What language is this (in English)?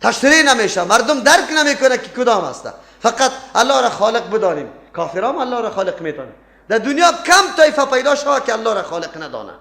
Persian